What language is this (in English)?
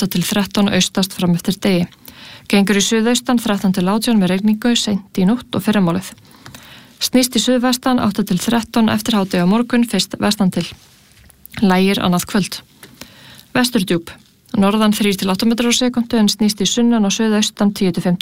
Icelandic